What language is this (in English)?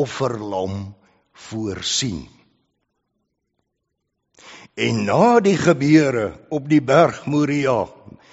Afrikaans